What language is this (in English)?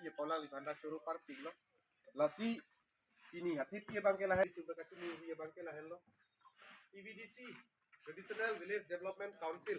Karbi